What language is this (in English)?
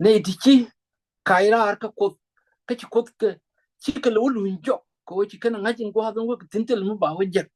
Nuer